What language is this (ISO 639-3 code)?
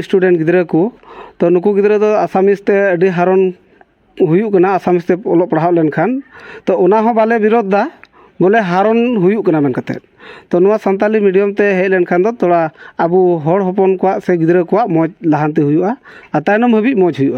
sat